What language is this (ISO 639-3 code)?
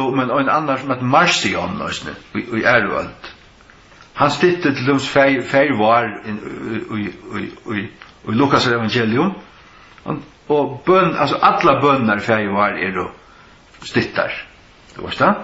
fao